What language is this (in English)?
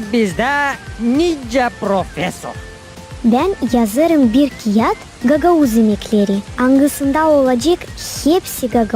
Gagauz